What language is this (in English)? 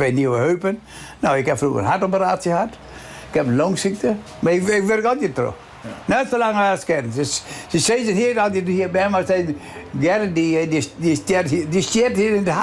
Western Frisian